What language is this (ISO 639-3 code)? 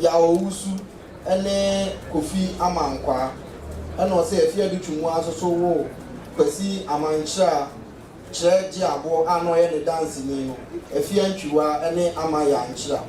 aka